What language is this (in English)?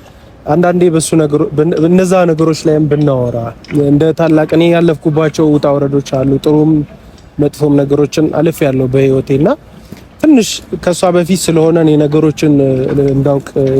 Amharic